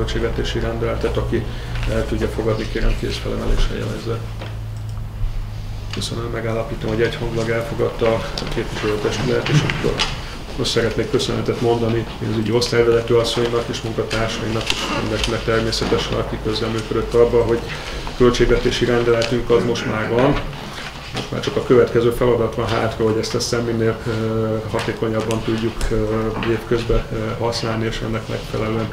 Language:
Hungarian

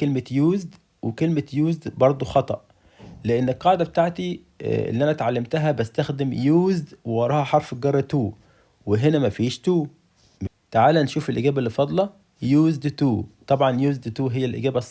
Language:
Egyptian Arabic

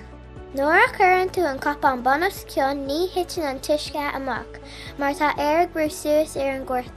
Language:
Irish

